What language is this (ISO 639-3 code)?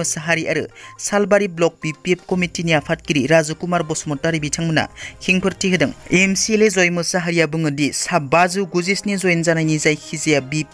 brx